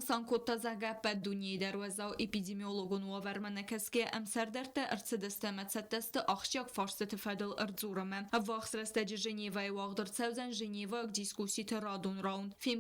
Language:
Ossetic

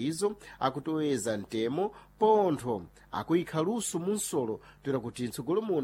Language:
Sena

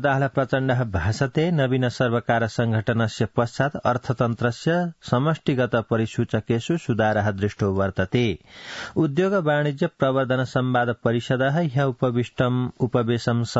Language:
Sanskrit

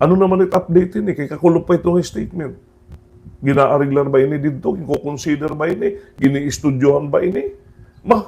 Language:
Waray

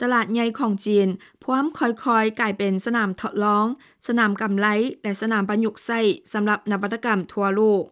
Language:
Lao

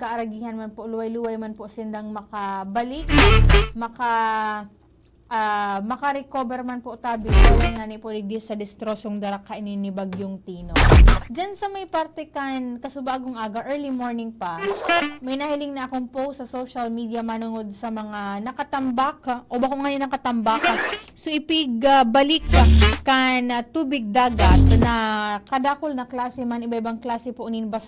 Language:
Bikol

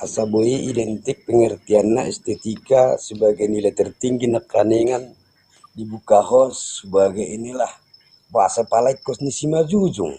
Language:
Batak Toba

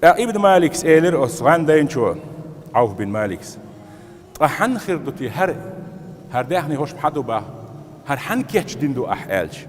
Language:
Chechen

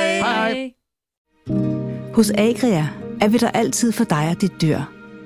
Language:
Danish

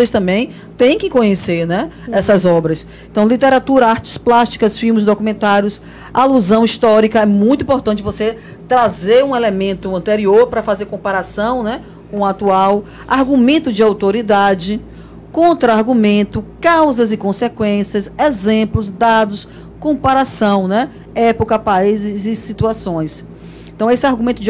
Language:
Portuguese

